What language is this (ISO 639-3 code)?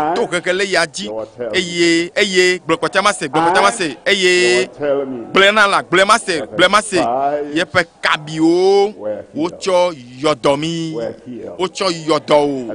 ewe